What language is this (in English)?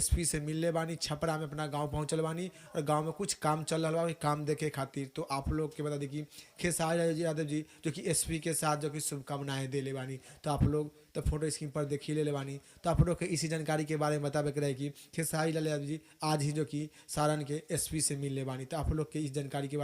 Bhojpuri